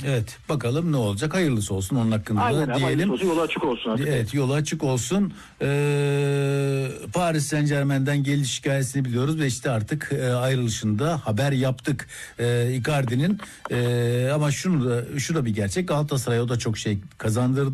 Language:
Turkish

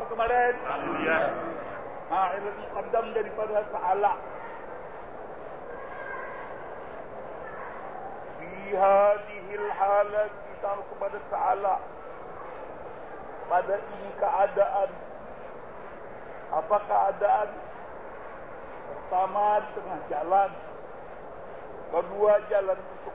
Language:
Malay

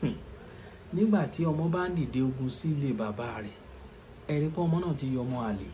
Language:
Yoruba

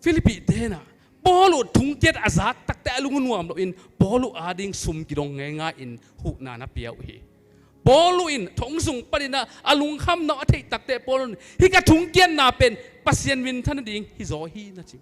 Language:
Tedim Chin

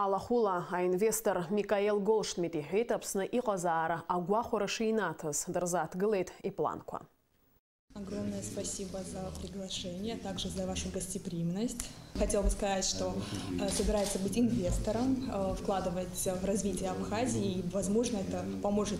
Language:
Abkhazian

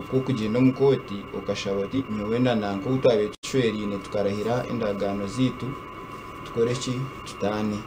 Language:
Nyankole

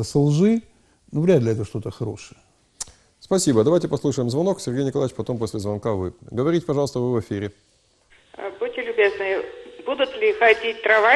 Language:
Russian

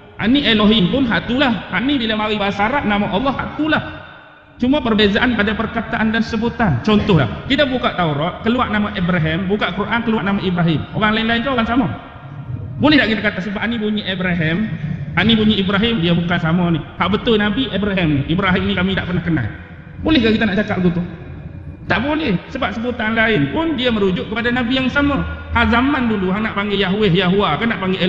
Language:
Malay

